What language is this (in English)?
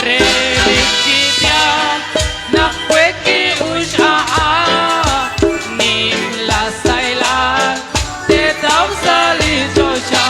Kekchí